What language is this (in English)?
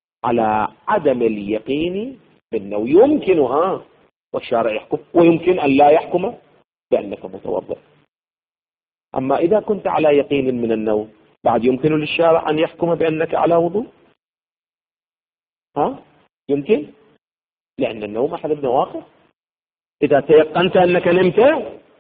Arabic